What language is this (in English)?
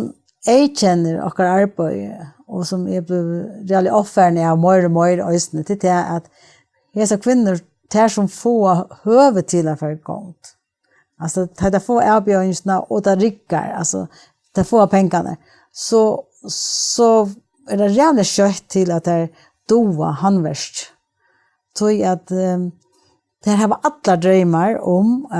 Faroese